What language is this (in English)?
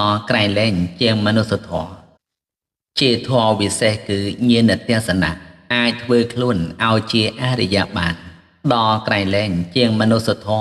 Khmer